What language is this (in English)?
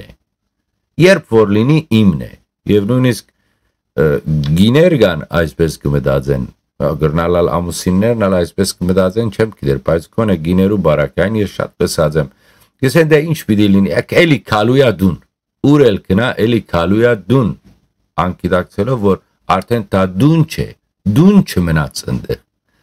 Western Armenian